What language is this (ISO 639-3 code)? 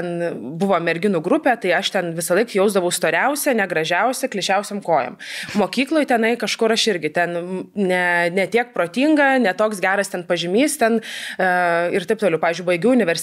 lit